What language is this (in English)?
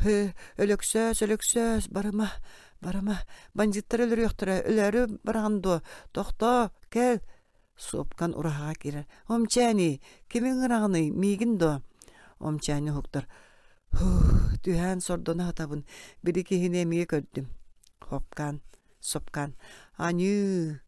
Yakut